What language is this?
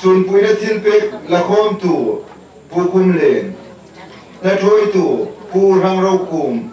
Hmar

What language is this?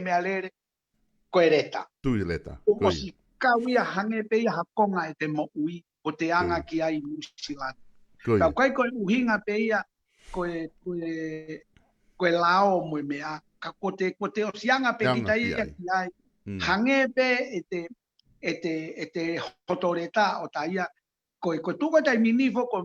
Tongan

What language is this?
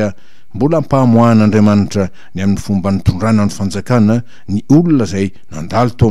Malagasy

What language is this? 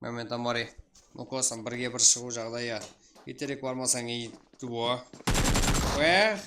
Kara-Kalpak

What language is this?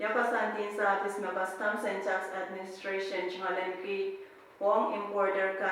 Pohnpeian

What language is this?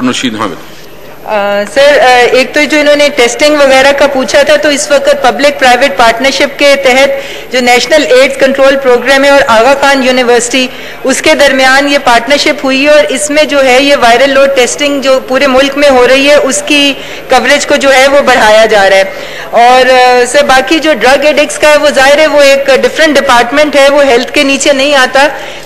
Urdu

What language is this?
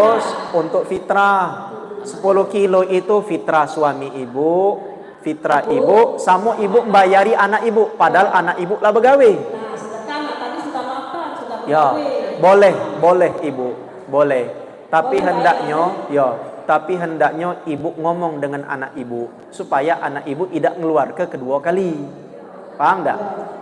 Musi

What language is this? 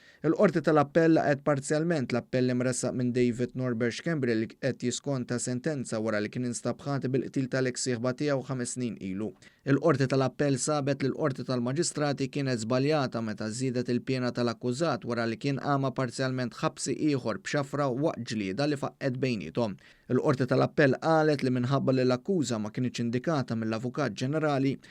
Maltese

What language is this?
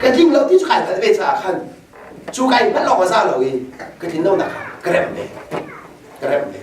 Hakha Chin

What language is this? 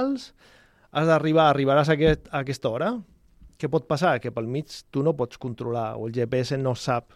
Catalan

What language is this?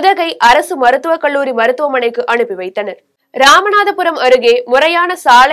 Tamil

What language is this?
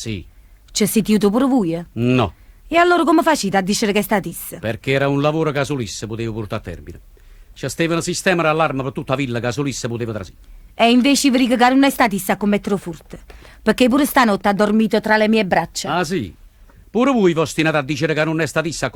Neapolitan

